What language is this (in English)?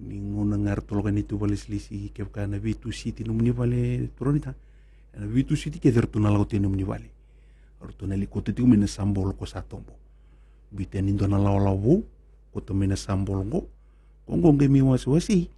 Fijian